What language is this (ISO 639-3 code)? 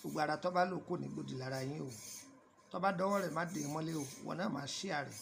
yor